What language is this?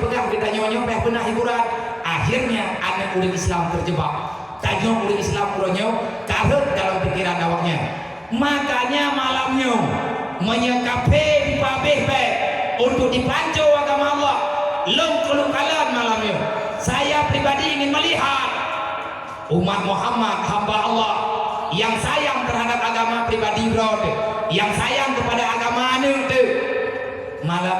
Achinese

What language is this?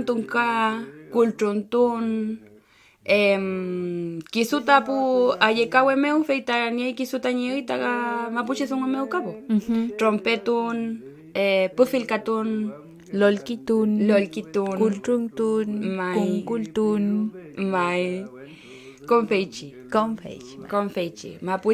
Mapuche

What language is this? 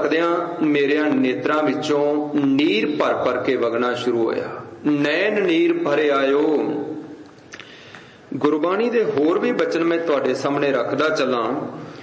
Punjabi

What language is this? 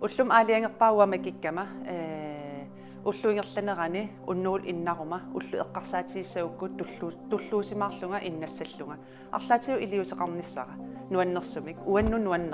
Kalaallisut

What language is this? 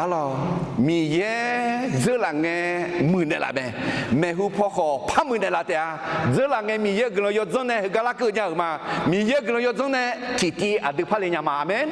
Akha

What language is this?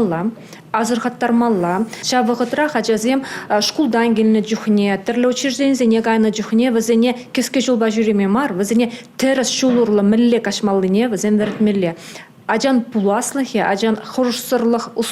Chuvash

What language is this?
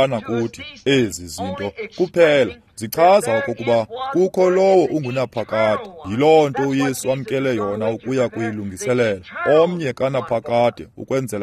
Xhosa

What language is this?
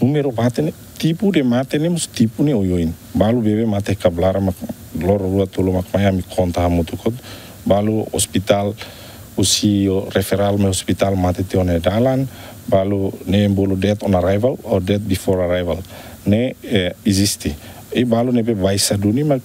Tetum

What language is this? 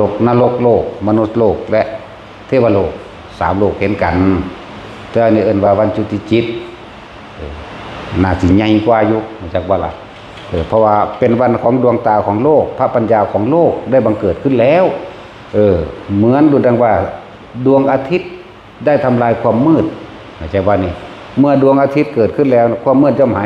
Northeastern Thai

